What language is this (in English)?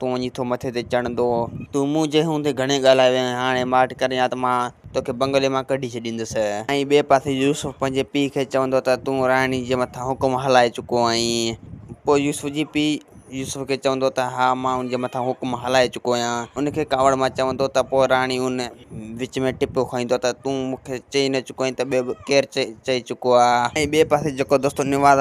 Sindhi